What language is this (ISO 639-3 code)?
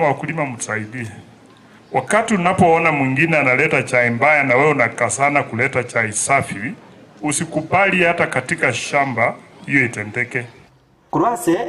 guz